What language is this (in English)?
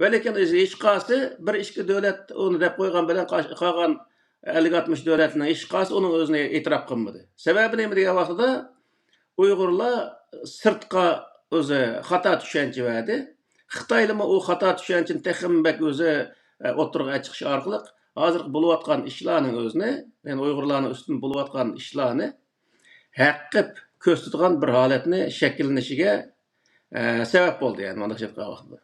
Uyghur